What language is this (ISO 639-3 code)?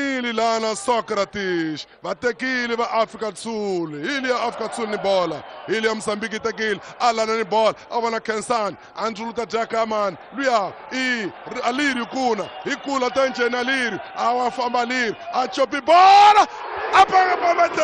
tso